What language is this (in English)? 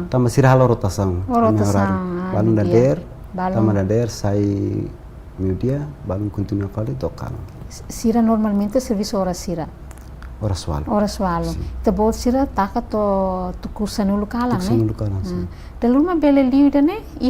Tetum